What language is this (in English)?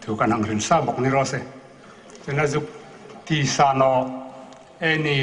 Hmar